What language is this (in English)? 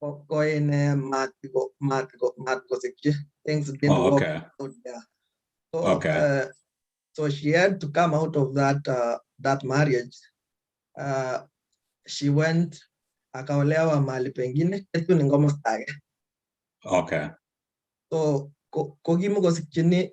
Kalenjin